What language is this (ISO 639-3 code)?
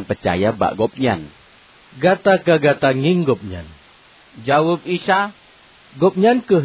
ace